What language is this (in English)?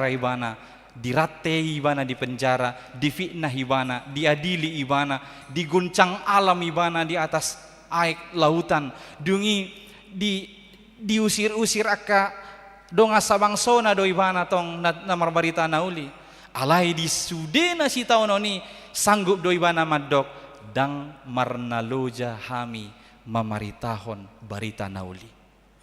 Batak Toba